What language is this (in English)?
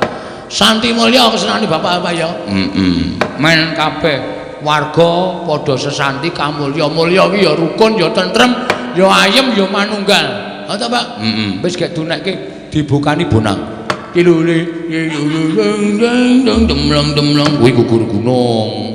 Javanese